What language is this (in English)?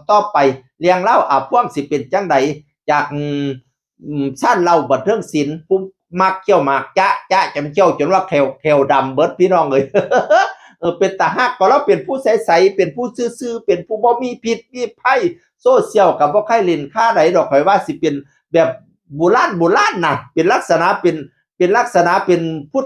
Northeastern Thai